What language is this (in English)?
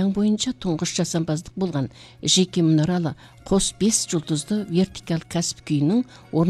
Kazakh